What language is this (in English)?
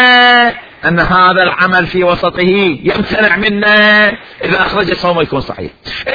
Mesopotamian Arabic